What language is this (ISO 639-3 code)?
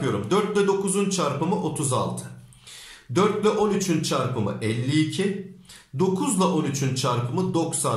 tur